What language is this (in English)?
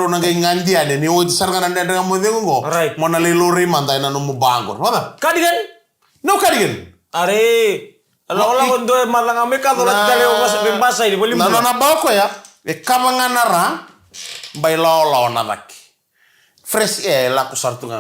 Fijian